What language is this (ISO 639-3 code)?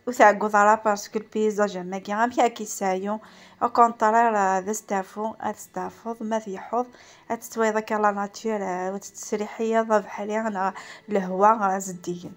kab